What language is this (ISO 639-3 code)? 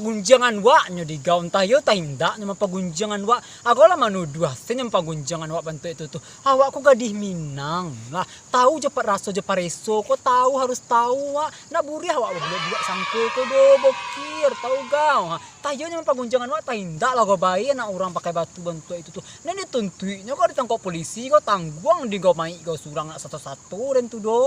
min